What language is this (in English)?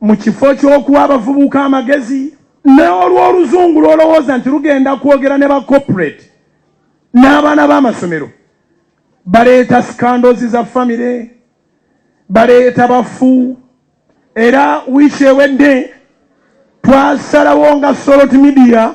Ganda